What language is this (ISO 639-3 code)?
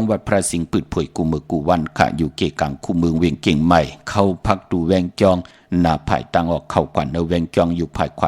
shn